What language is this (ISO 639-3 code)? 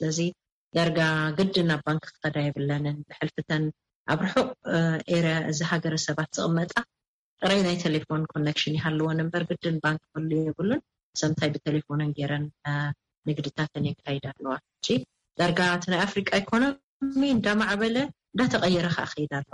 tir